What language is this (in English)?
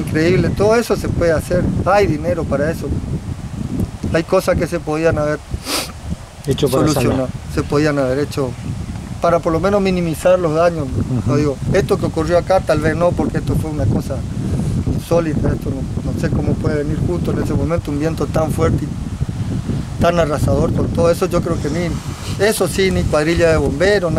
Spanish